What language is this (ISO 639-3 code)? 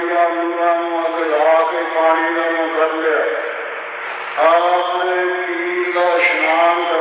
pan